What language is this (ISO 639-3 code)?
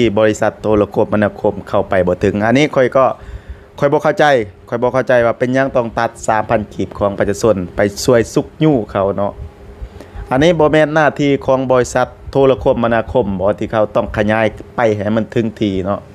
lao